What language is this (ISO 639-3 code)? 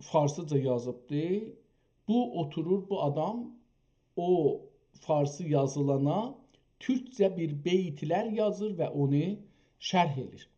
azb